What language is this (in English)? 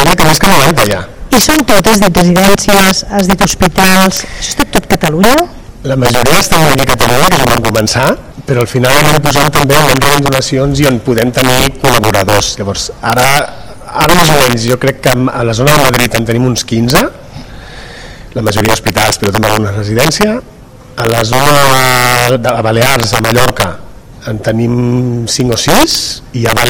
Catalan